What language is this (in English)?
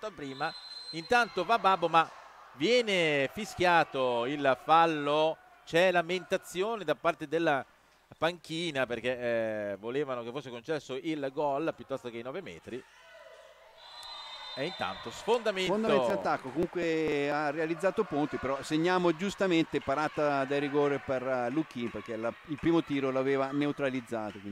Italian